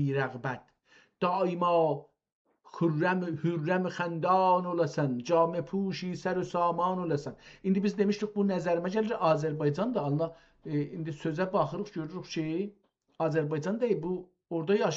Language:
South Azerbaijani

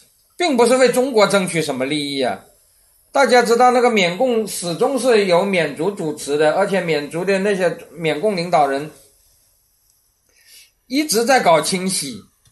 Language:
Chinese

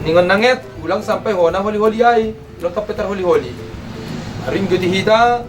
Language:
Batak Simalungun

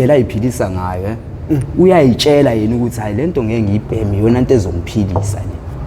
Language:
Zulu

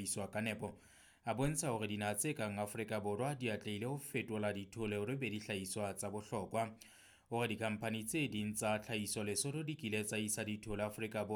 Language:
Southern Sotho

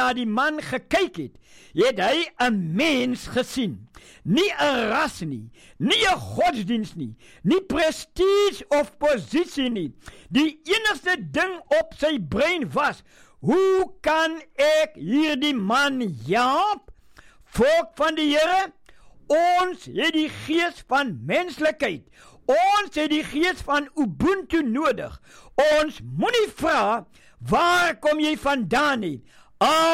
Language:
Afrikaans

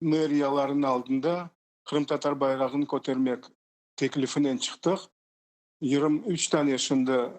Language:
Crimean Tatar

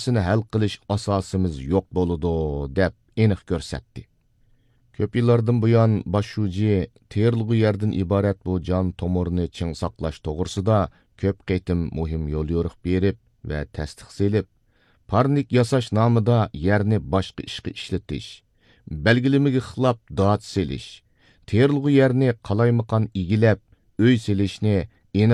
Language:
Uyghur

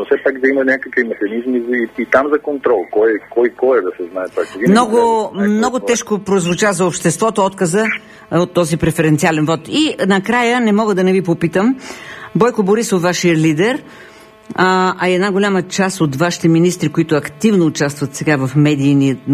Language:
Bulgarian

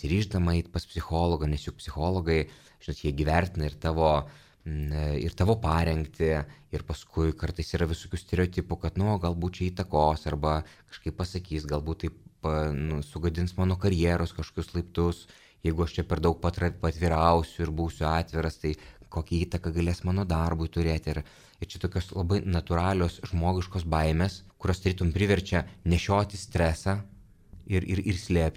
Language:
Lithuanian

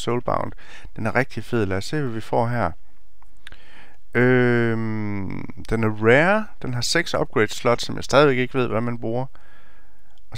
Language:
Danish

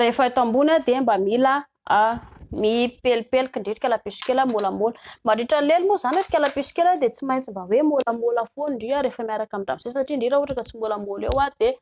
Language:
Malagasy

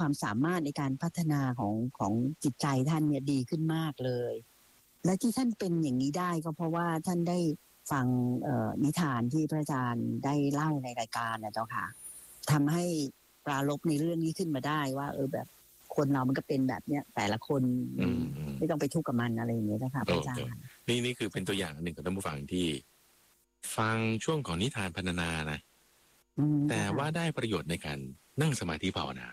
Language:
Thai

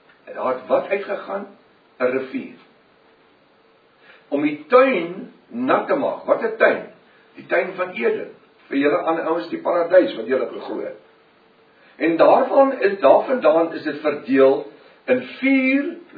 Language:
Afrikaans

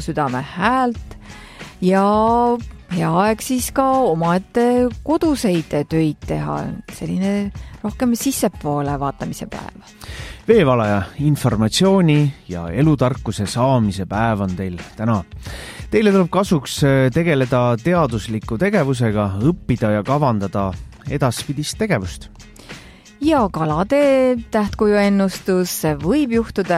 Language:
Estonian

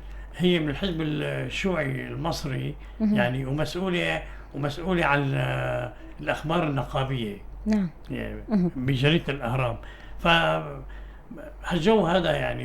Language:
North Levantine Arabic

